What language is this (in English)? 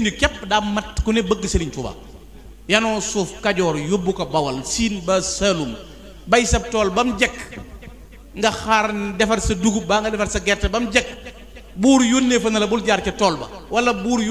Wolof